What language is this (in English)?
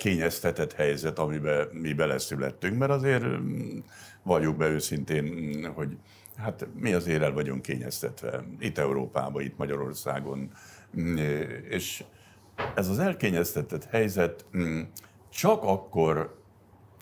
Hungarian